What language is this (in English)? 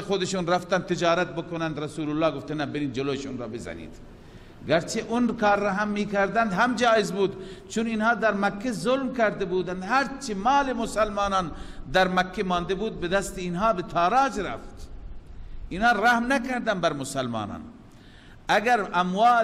Persian